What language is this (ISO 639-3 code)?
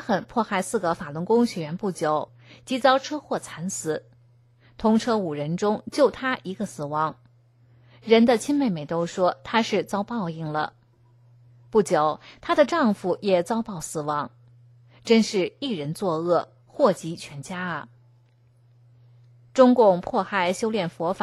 zho